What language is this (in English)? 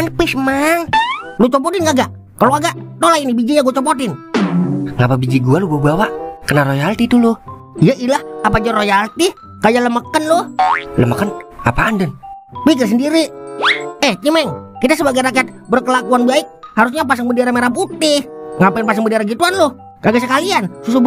Betawi